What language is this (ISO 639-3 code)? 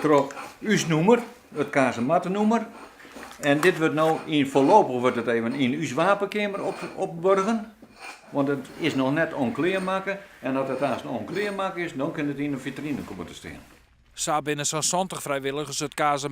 fry